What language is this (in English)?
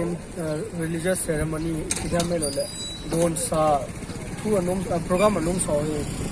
Paite Chin